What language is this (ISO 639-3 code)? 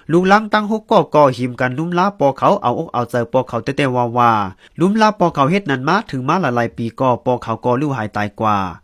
shn